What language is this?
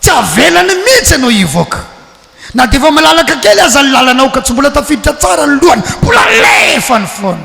Malagasy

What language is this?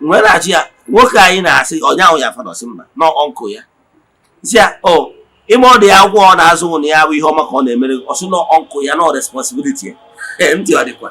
Igbo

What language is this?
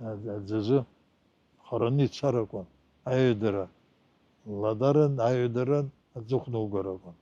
Abkhazian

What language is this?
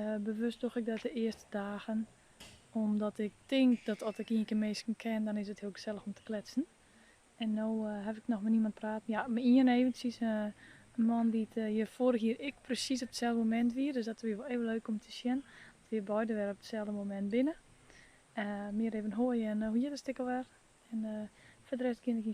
Western Frisian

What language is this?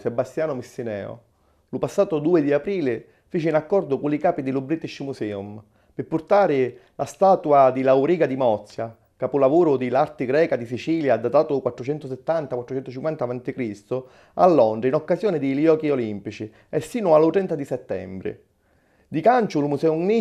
Sicilian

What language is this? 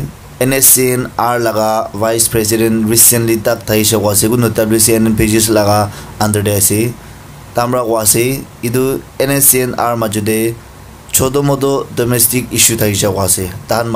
Naga Pidgin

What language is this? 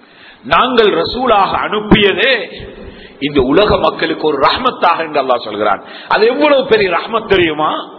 Tamil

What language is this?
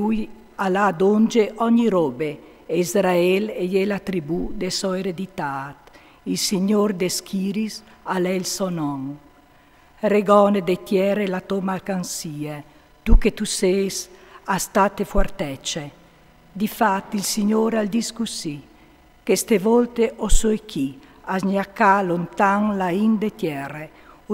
Friulian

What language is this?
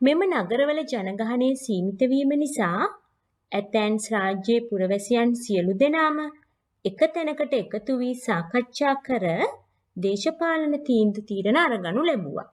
Sinhala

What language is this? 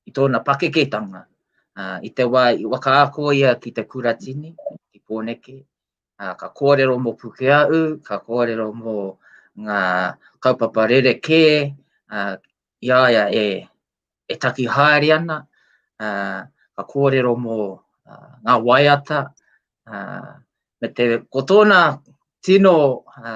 Māori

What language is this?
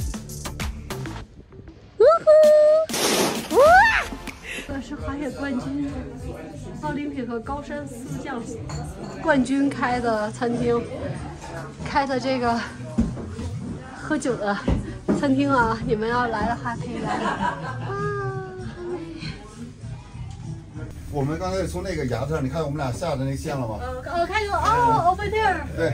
Chinese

